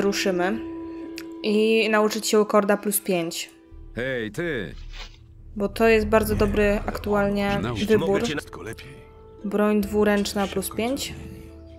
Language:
Polish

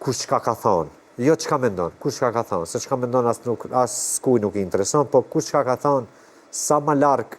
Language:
Albanian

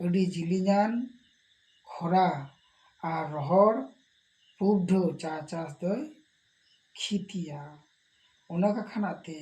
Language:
Santali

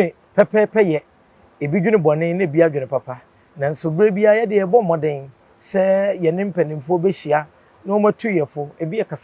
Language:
Akan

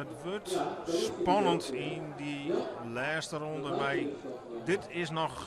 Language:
Western Frisian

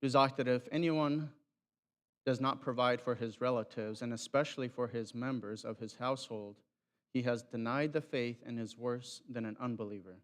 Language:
Plautdietsch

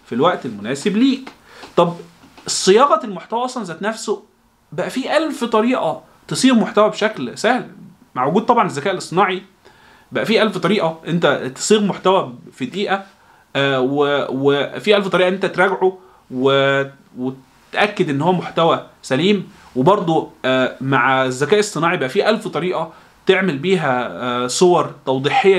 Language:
Egyptian Arabic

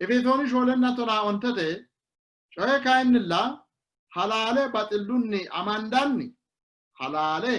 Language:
Sidamo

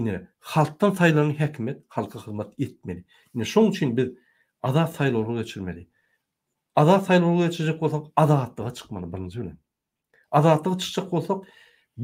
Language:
Turkmen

